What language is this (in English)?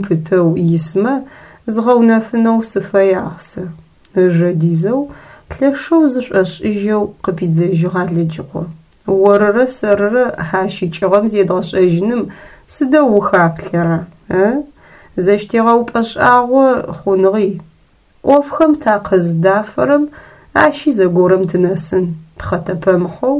Adyghe